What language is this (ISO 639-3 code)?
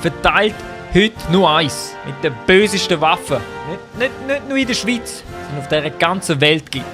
gsw